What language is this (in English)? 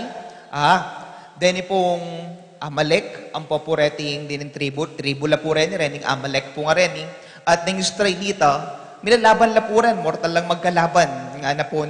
Pampanga